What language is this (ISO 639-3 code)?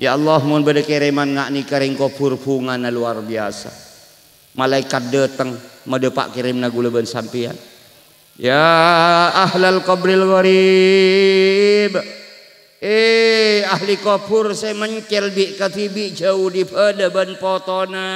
mad